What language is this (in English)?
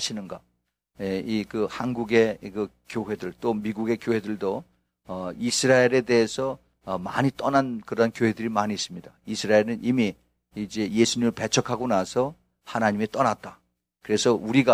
Korean